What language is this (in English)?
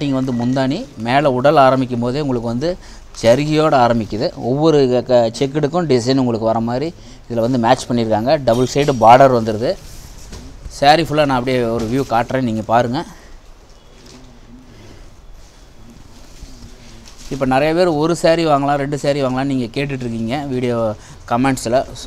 Tamil